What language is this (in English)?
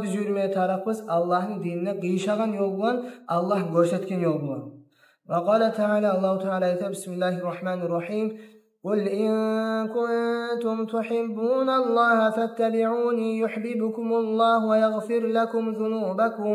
Kumyk